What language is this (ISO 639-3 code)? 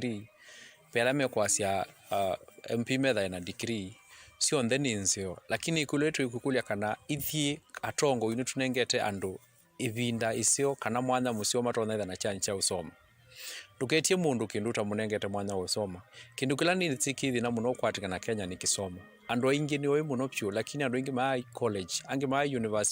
kam